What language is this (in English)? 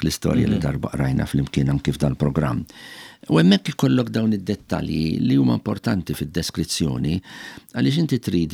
Maltese